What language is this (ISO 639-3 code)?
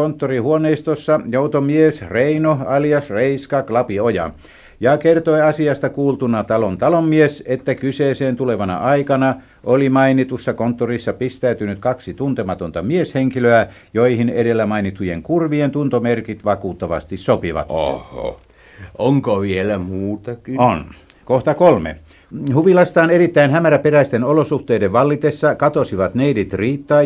fin